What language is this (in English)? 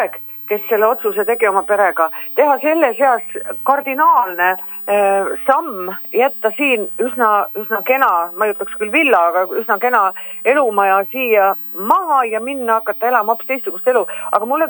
Estonian